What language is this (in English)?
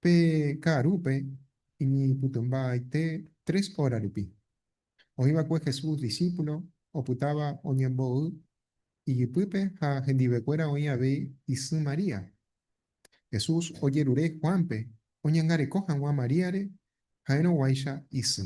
Guarani